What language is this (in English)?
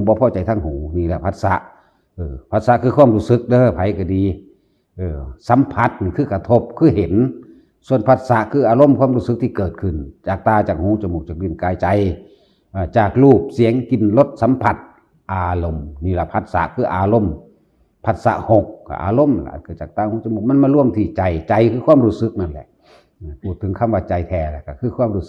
Northeastern Thai